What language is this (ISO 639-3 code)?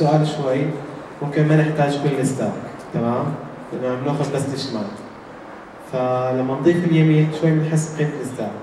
ajp